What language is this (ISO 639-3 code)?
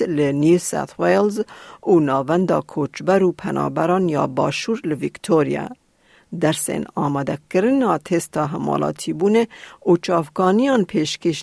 kur